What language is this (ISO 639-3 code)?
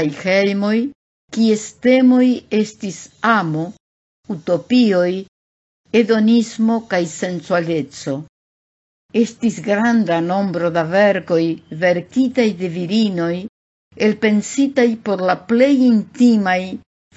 epo